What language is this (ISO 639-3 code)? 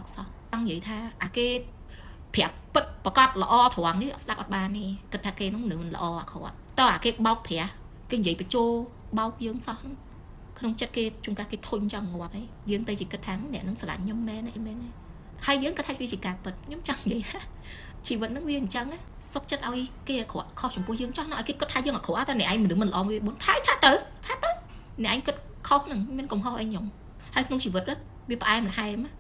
khm